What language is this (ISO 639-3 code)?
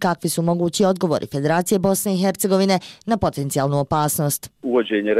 bos